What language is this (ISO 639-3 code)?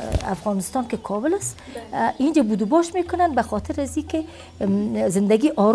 fas